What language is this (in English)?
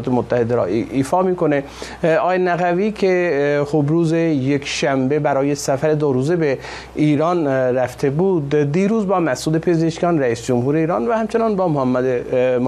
Persian